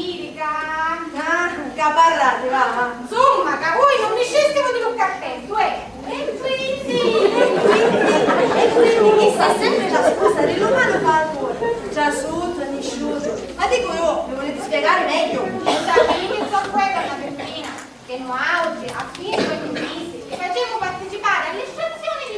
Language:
Sicilian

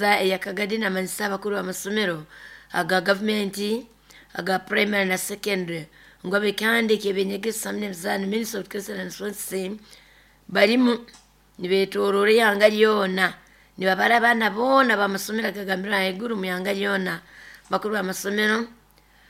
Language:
Nyoro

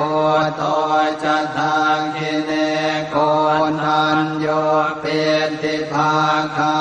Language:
Pali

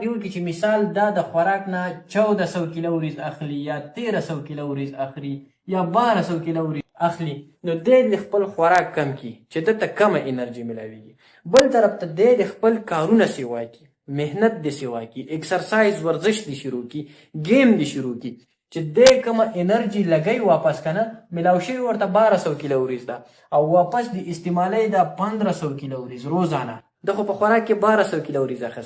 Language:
Pashto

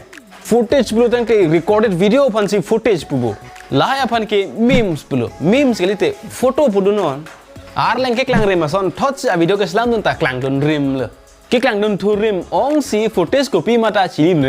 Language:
Karbi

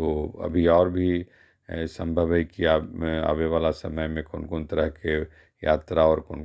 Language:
Magahi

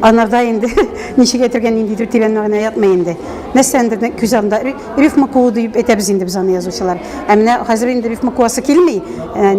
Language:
Tatar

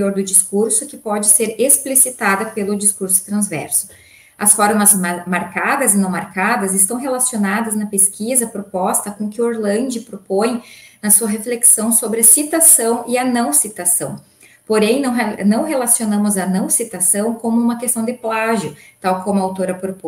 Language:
Portuguese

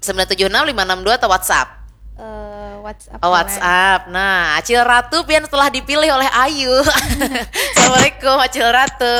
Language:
Banjar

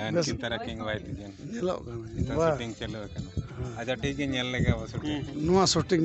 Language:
Santali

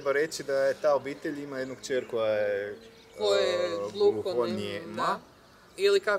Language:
Croatian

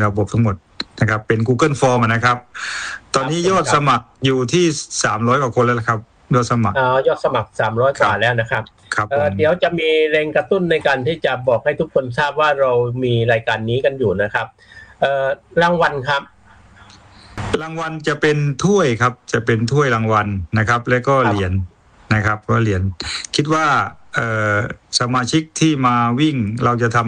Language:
Thai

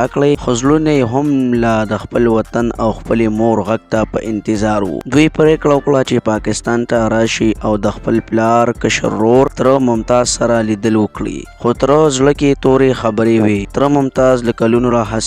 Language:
Pashto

